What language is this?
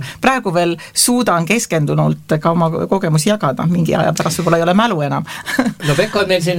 Estonian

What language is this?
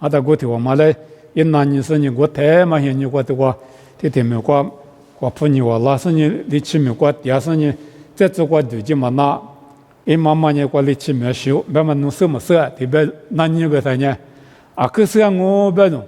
Lisu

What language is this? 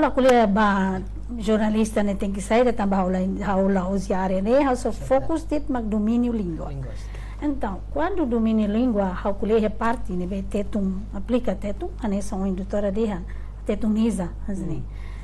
Tetum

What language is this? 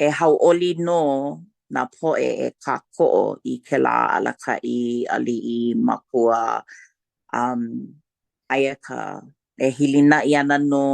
Hawaiian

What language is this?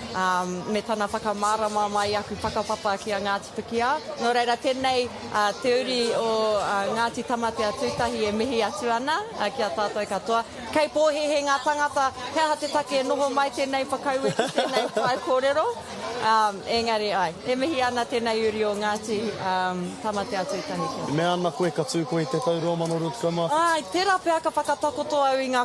Māori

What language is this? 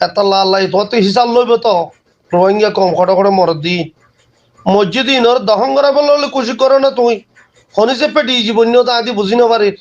Rohingya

